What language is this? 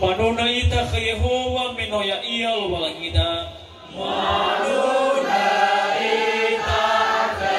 Nias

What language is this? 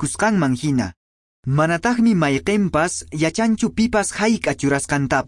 Quechua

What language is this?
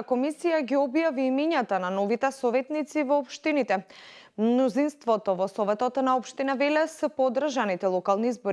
Macedonian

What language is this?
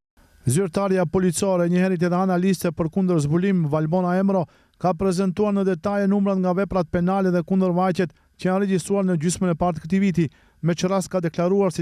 Albanian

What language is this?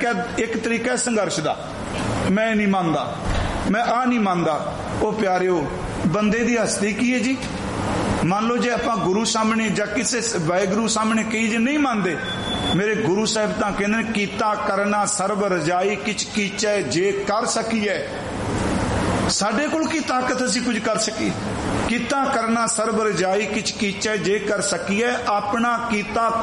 Punjabi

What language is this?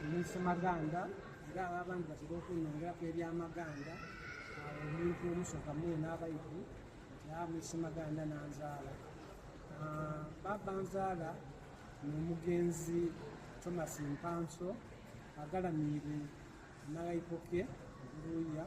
Soga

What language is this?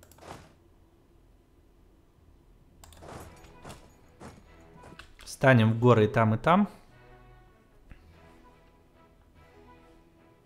Russian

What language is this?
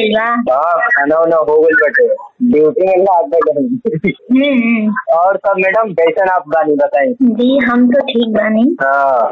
Bhojpuri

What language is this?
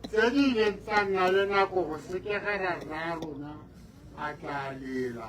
Tswana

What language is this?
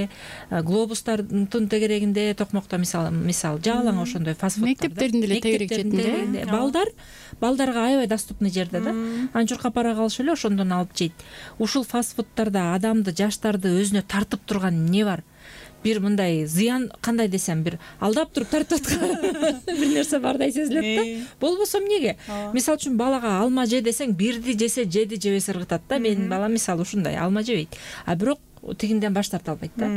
Kyrgyz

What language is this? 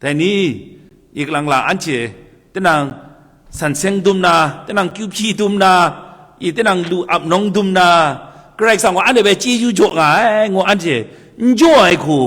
Kachin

